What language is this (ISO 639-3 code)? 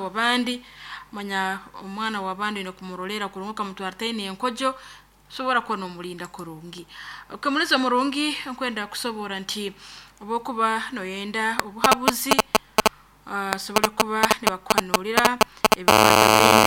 nyo